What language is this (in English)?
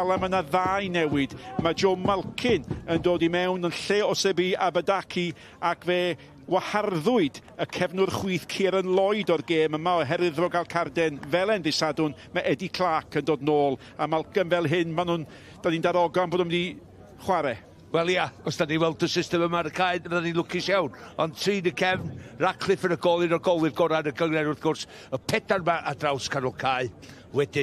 Welsh